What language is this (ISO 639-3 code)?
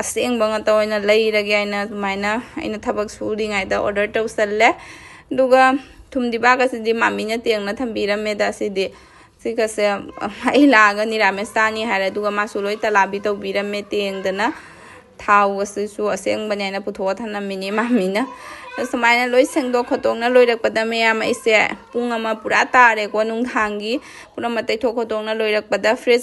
mni